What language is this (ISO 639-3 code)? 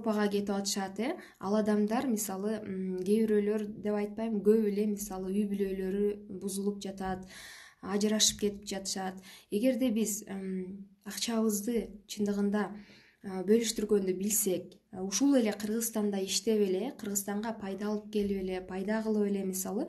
kir